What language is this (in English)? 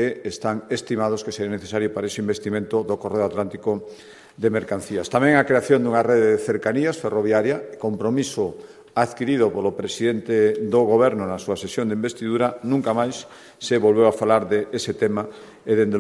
Galician